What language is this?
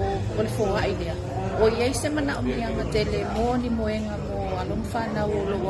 Samoan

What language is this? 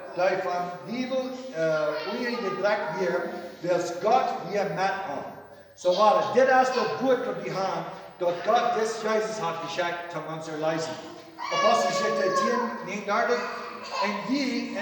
Plautdietsch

